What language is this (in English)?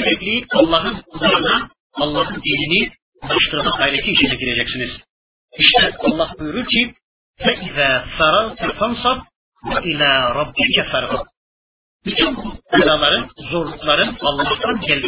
Turkish